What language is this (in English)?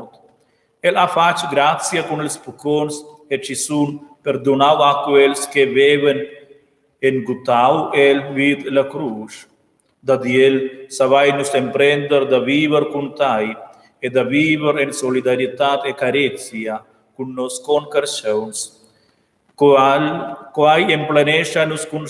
Romansh